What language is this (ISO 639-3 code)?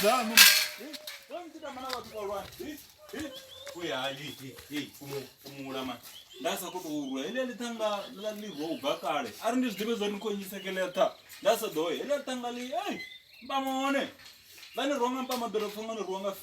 ven